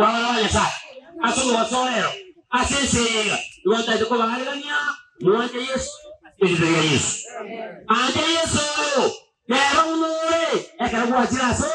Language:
Gusii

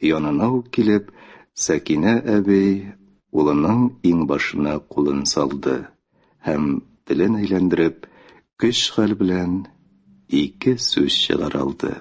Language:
Tatar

